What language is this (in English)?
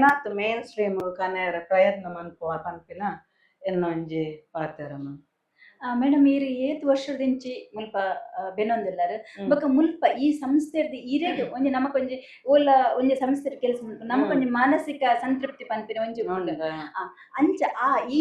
Tulu